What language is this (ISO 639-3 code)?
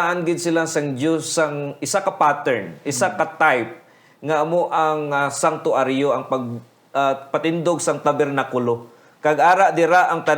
hil